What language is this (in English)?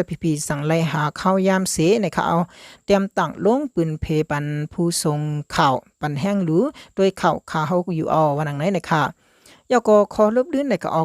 Shan